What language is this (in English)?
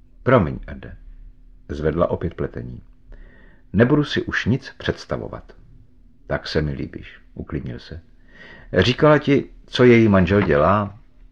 Czech